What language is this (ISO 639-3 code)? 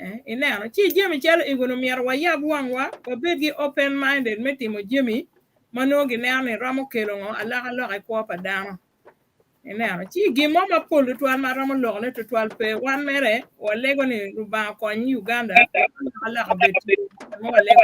ach